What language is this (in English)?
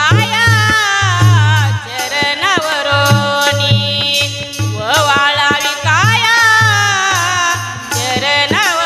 Marathi